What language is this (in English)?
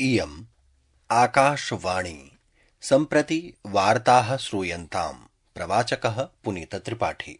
Sanskrit